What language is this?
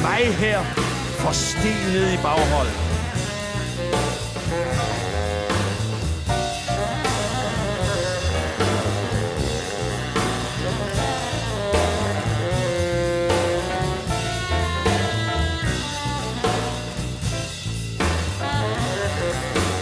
Danish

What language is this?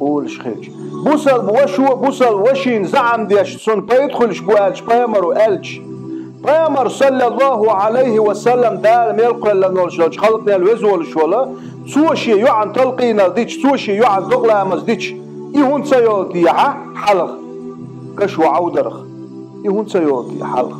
Chechen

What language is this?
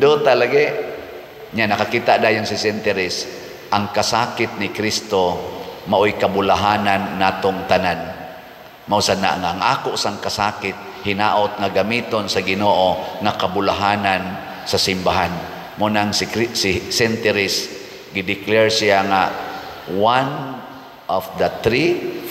Cebuano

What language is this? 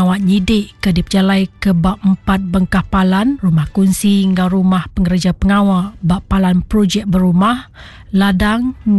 Iban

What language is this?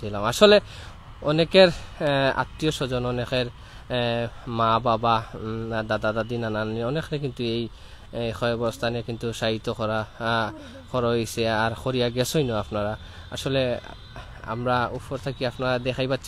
Sylheti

